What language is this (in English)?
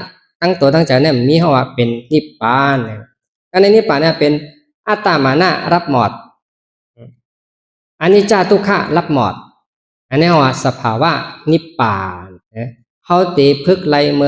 Shan